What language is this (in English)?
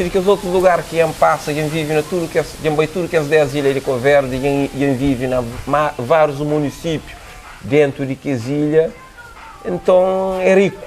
Kabuverdianu